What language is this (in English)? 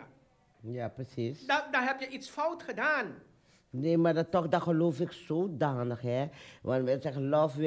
Dutch